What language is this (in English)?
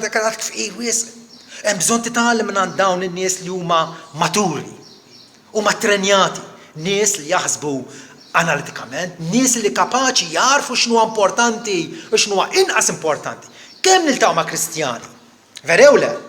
Maltese